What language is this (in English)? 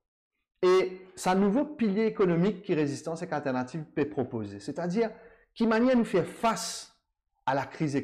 Morisyen